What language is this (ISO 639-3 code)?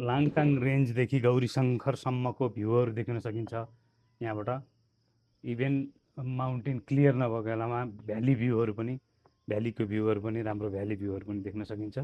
nep